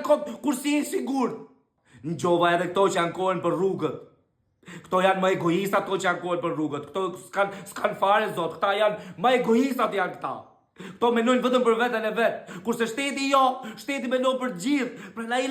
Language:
Albanian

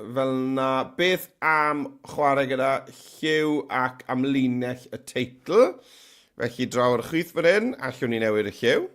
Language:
Welsh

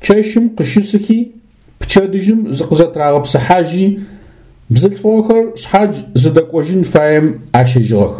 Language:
Adyghe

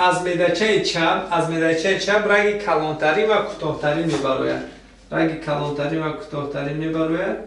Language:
Tajik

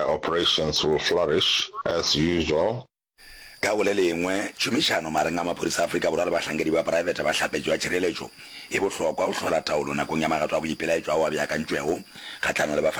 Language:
Northern Sotho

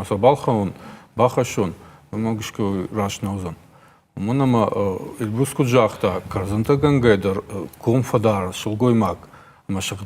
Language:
Ossetic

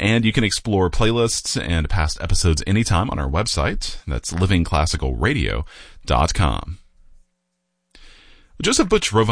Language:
English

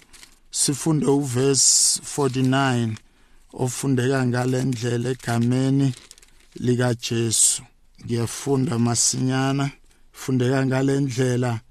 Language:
South Ndebele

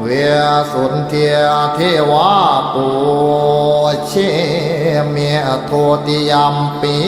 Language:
Pali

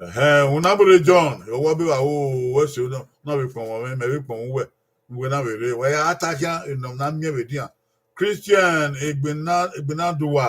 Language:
Bini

